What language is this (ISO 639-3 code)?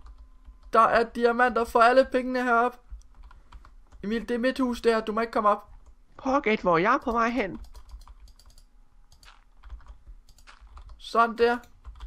dan